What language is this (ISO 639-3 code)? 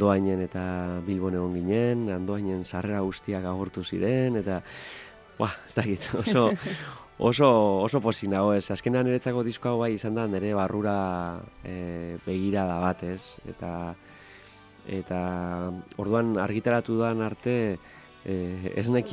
eus